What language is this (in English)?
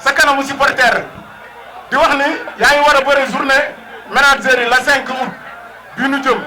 Wolof